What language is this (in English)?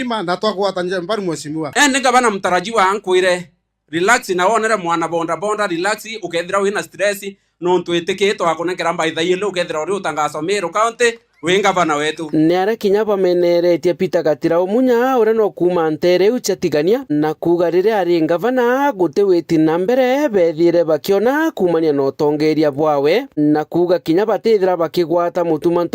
Meru